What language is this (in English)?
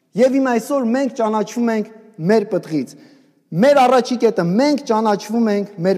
Armenian